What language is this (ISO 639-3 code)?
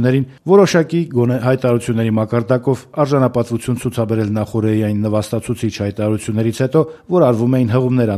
hye